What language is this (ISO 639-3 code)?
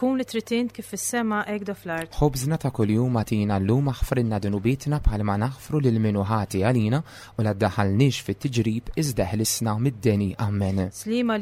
mlt